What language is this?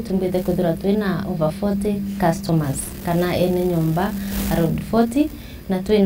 Meru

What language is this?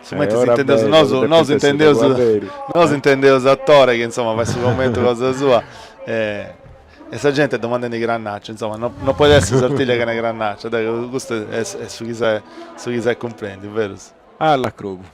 Sardinian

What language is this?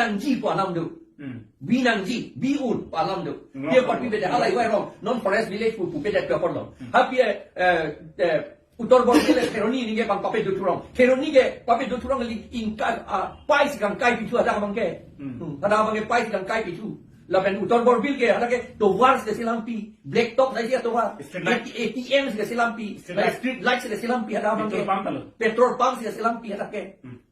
Karbi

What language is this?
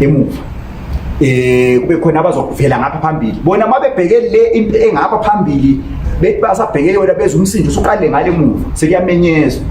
Zulu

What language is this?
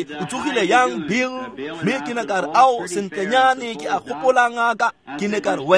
Tswana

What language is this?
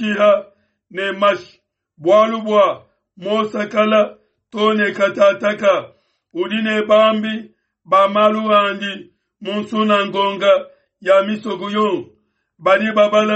Luba-Lulua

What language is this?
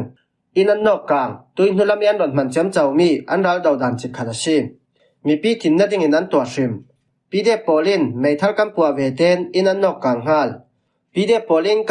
Falam Chin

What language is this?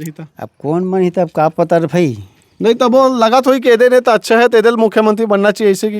Chhattisgarhi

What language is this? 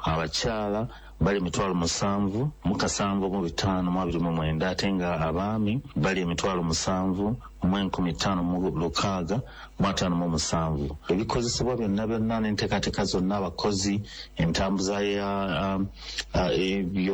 Ganda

